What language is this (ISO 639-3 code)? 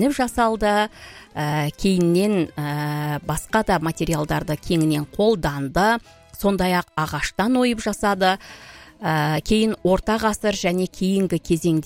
kaz